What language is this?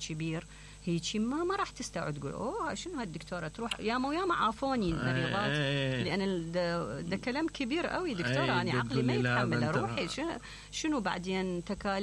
Mesopotamian Arabic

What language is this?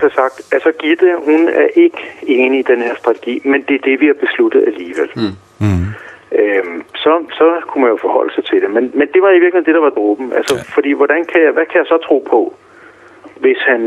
Danish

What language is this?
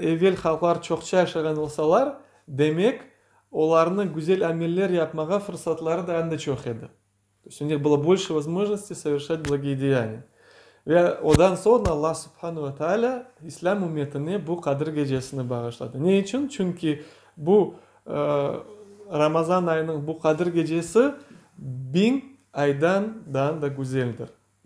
Crimean Tatar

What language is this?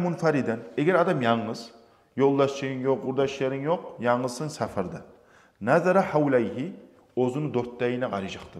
Kumyk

